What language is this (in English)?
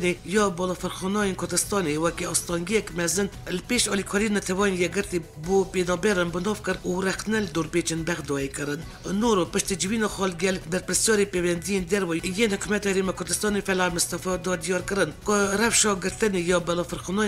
Kurdish